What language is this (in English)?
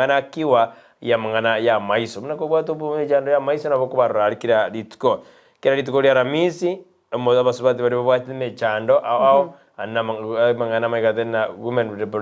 Gusii